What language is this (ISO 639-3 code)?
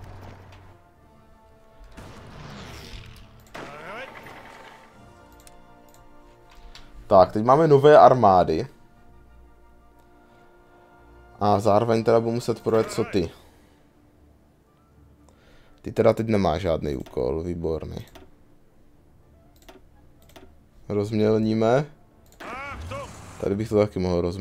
ces